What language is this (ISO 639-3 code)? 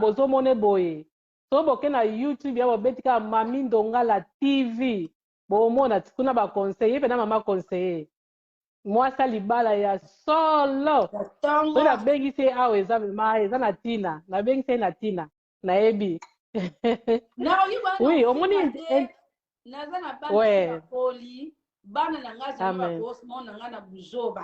lin